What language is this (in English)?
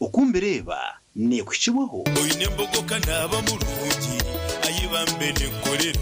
Nyankole